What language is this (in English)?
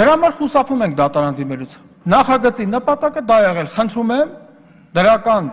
Armenian